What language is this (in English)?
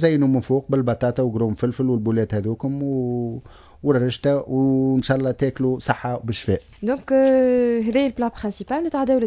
Tunisian Arabic